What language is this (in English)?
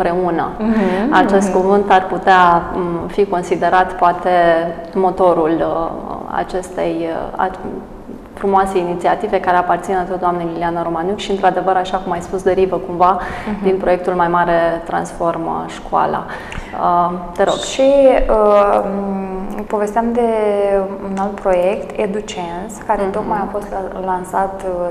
Romanian